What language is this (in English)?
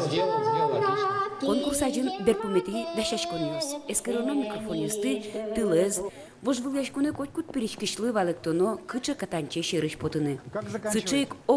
Udmurt